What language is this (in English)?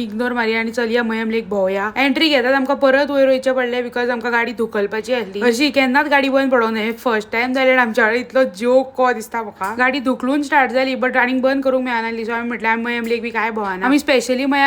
Konkani